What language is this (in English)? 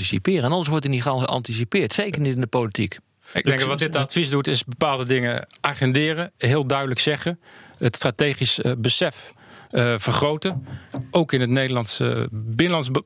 Dutch